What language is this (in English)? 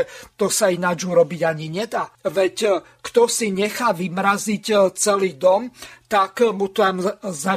Slovak